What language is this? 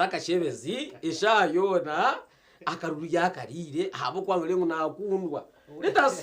Nyankole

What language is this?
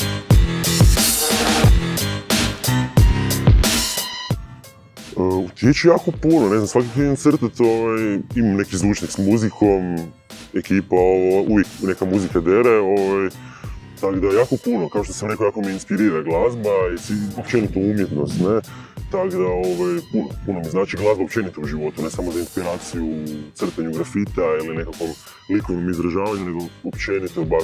Croatian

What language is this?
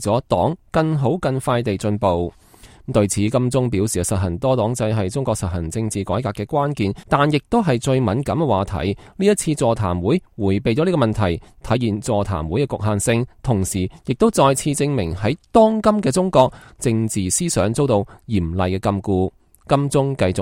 Cantonese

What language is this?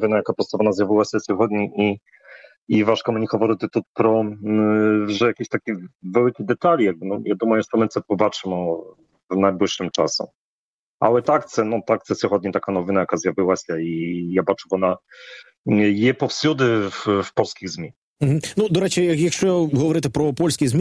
Ukrainian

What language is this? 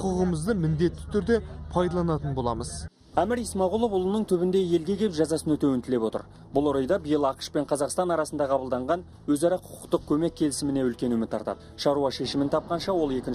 Kazakh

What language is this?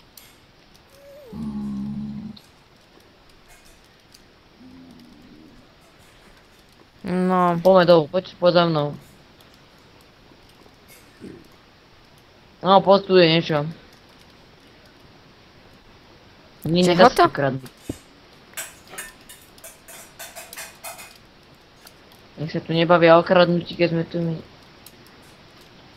Slovak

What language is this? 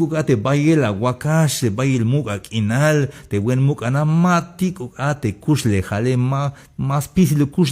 Tzeltal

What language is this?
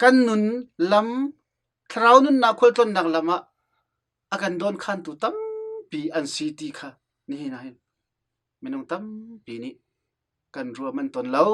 Hakha Chin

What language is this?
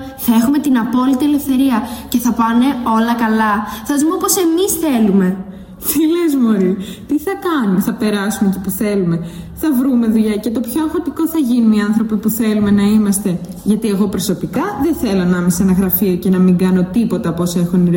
Greek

